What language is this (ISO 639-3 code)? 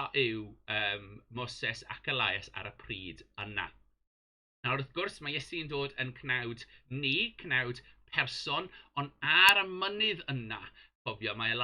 cym